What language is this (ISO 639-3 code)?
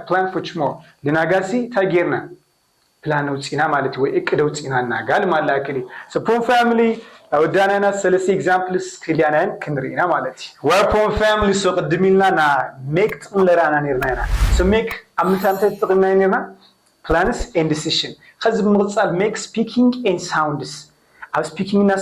tir